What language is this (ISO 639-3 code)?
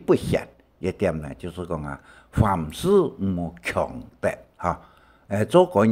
hak